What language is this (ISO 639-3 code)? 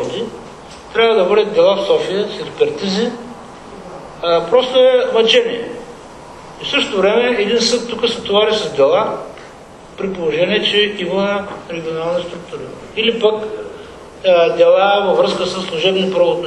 bul